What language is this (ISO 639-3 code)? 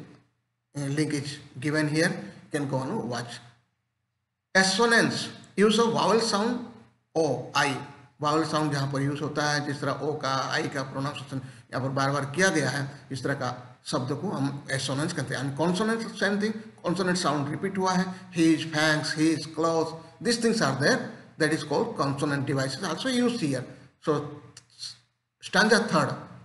hin